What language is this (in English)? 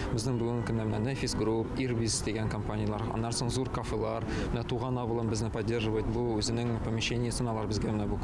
Tatar